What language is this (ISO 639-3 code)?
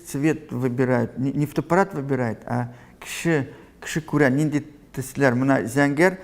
tat